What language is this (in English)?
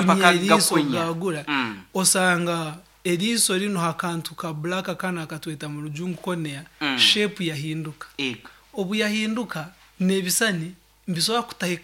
Nyoro